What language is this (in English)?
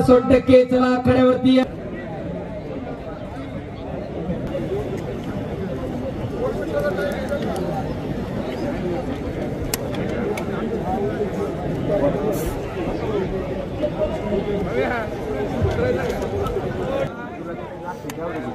Marathi